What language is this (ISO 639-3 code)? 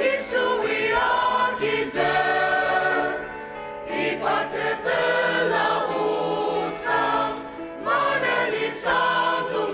njo